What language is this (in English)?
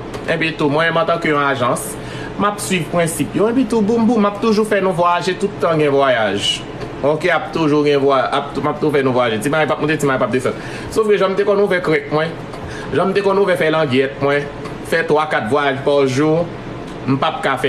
Haitian Creole